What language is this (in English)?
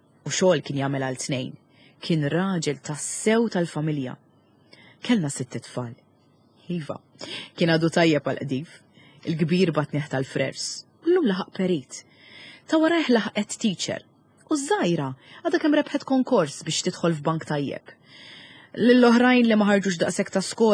Maltese